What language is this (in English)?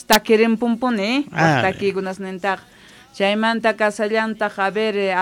South Bolivian Quechua